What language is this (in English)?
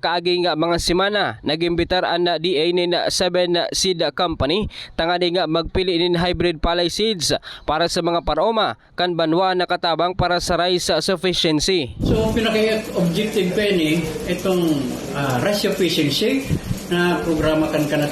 Bikol